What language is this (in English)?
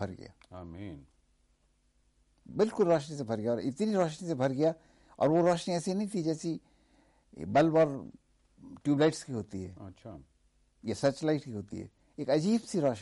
Hindi